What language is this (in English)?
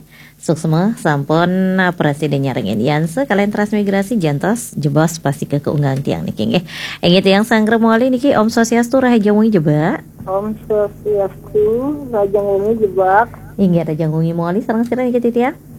Balinese